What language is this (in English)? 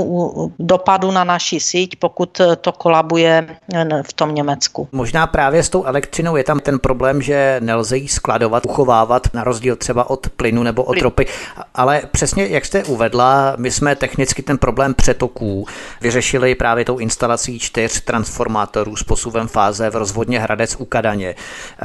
Czech